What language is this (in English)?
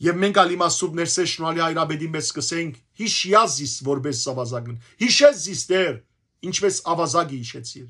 Western Armenian